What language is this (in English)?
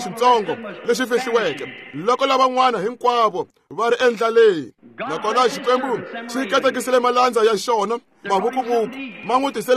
Tsonga